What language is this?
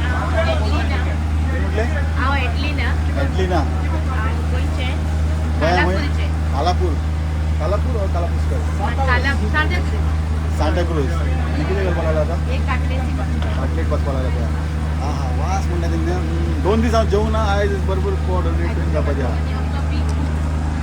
Konkani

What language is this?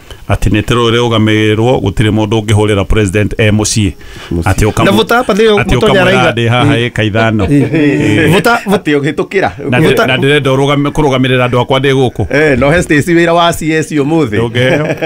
Kikuyu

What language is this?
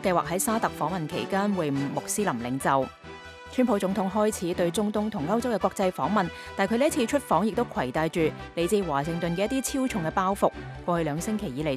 Cantonese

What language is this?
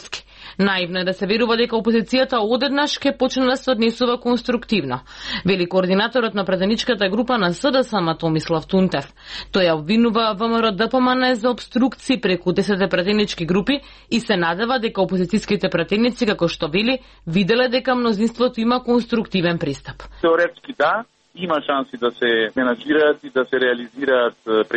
Macedonian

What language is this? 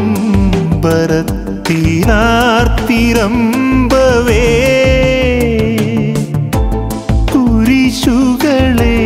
Malayalam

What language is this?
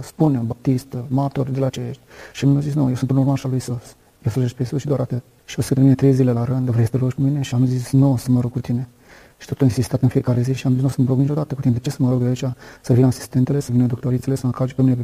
Romanian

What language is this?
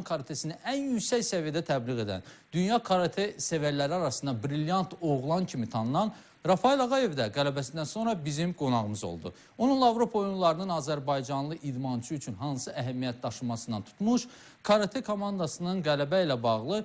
Azerbaijani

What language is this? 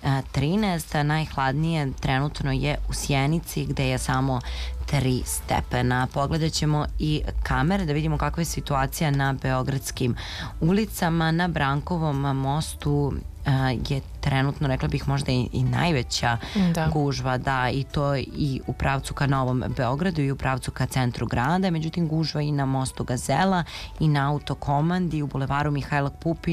Serbian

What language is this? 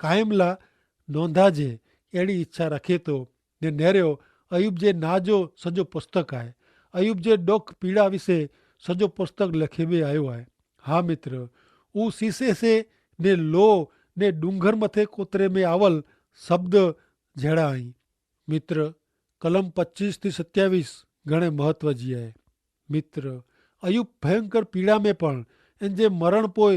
Kachhi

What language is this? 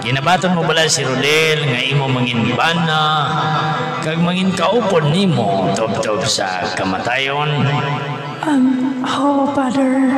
Hiligaynon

